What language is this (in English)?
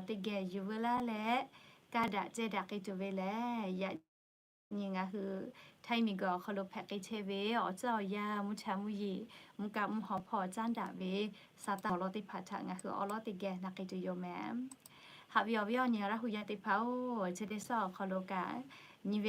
Lahu